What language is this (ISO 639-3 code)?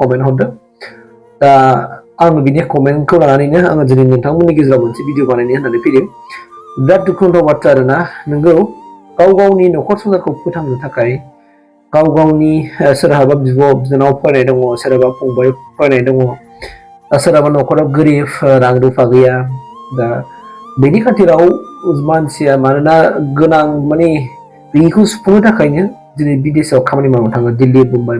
brx